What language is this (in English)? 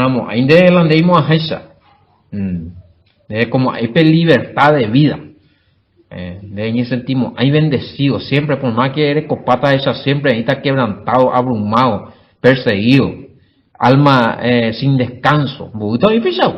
Guarani